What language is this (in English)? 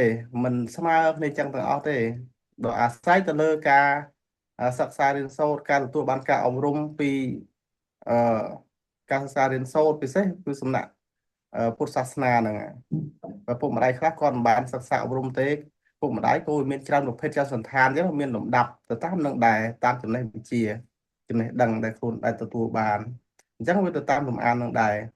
Khmer